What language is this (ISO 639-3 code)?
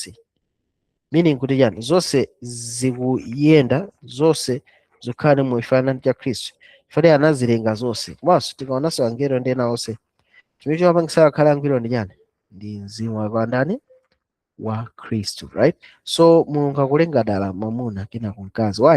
nya